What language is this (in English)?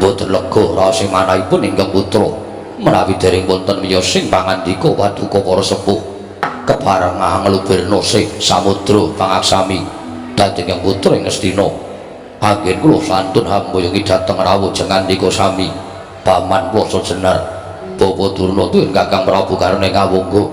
Javanese